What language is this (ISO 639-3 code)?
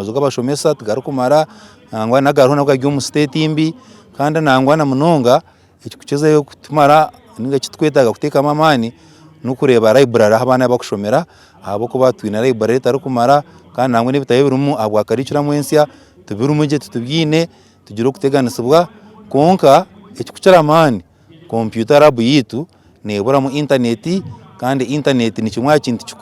nyn